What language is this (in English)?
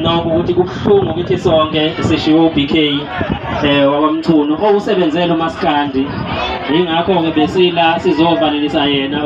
Zulu